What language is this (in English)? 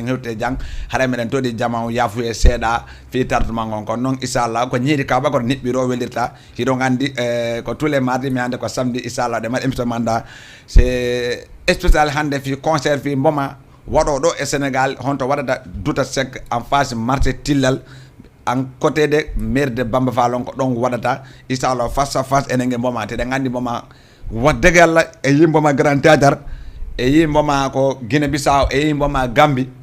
Fula